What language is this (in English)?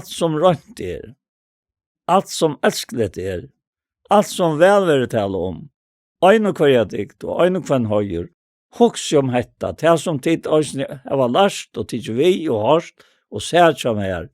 Faroese